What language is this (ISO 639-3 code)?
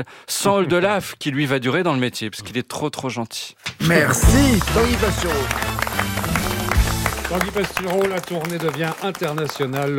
fra